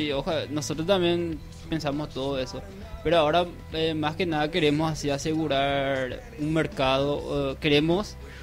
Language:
Spanish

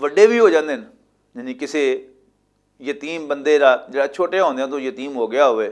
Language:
Western Panjabi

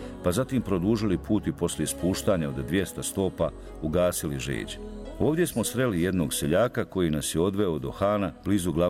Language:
Bosnian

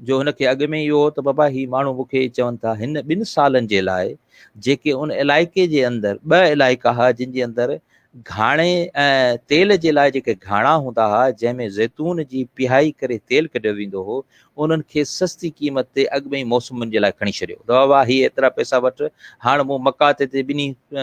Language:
Sindhi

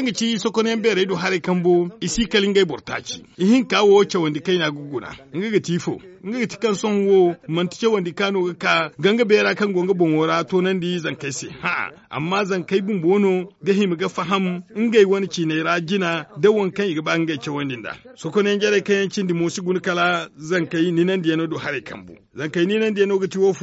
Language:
Zarma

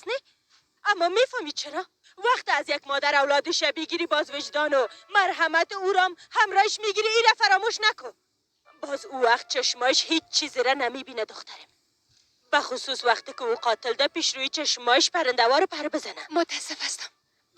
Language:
Tajik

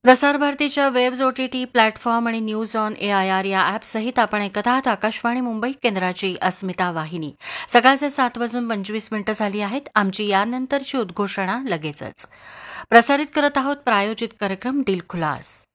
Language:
Marathi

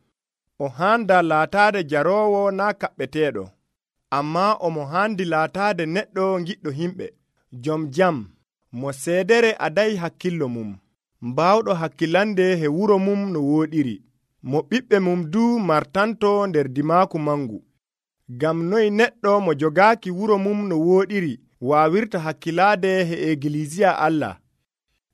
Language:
Nigerian Fulfulde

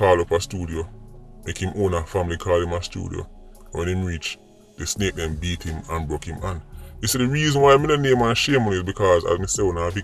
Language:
Jamaican Creole English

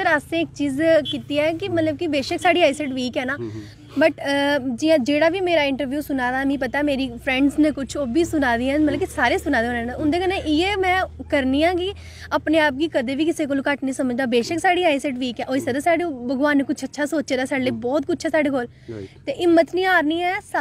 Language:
Dogri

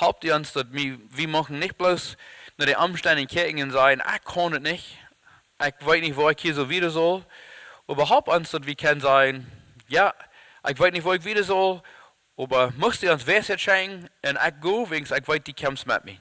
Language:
Plautdietsch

